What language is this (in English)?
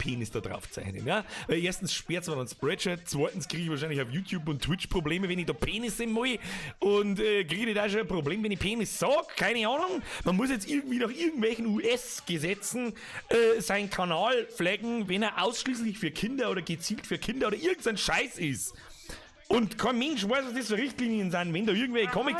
Bavarian